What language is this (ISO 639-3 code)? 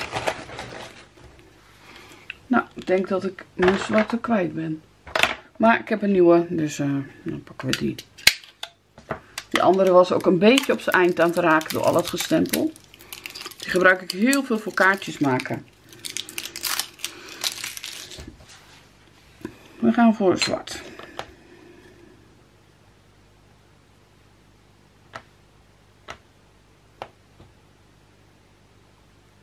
nld